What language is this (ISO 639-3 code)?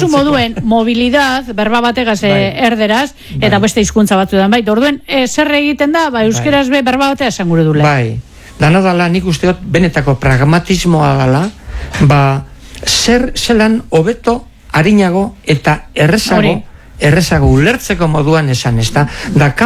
eus